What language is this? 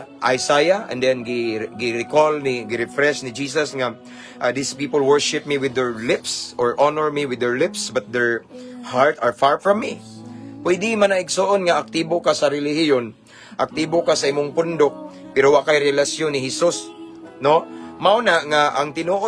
Cebuano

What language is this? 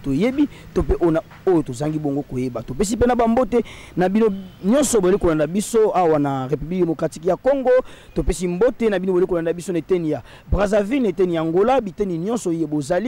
Lingala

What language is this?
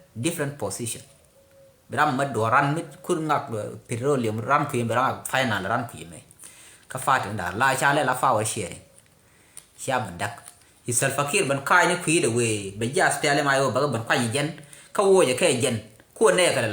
Nuer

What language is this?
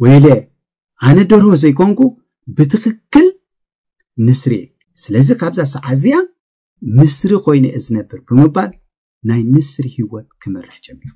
Tigrinya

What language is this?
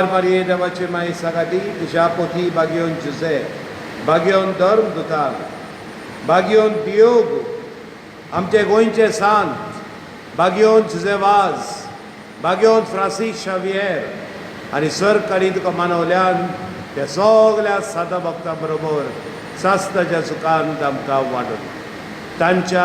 Konkani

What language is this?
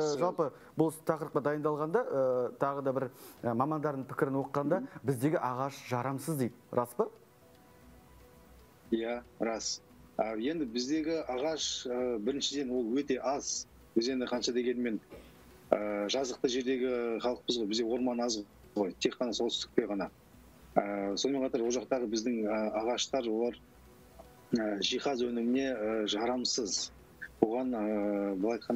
Kazakh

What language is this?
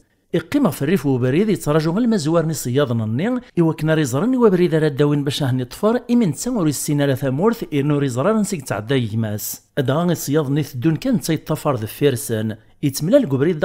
Kabyle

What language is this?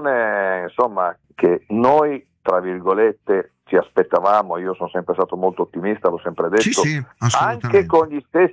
Italian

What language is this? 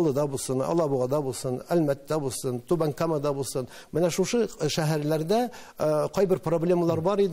Tatar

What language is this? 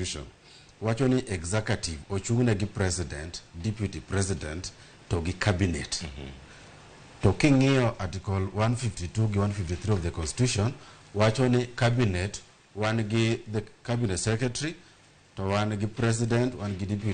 Luo (Kenya and Tanzania)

